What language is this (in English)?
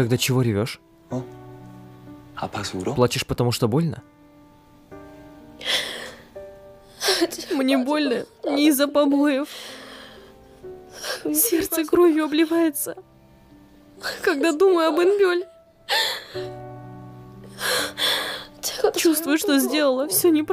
Russian